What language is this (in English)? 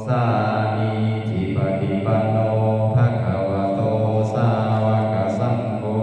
Pali